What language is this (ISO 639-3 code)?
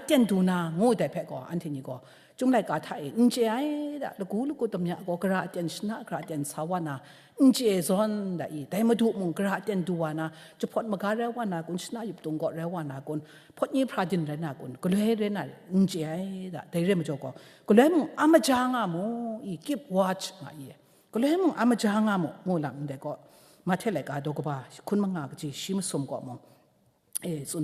kac